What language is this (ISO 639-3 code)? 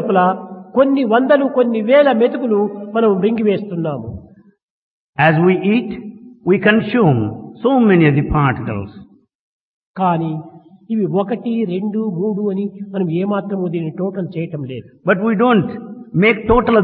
tel